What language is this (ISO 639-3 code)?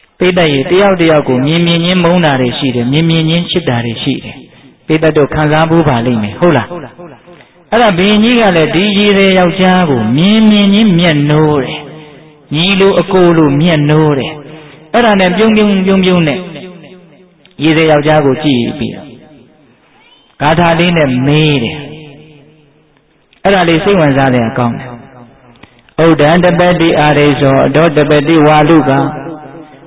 mya